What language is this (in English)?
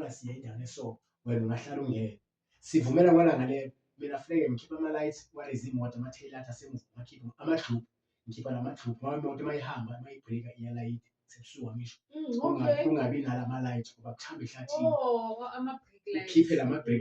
Zulu